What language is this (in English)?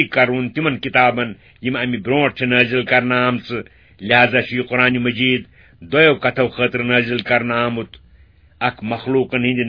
Kashmiri